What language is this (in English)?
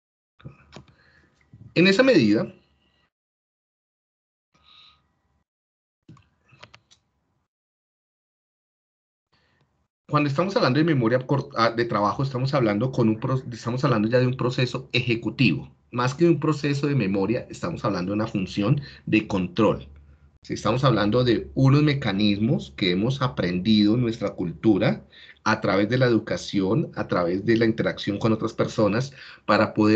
Spanish